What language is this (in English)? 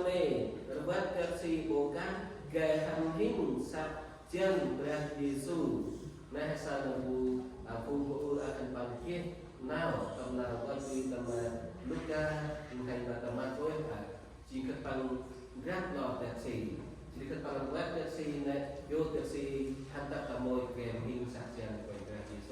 Central Mnong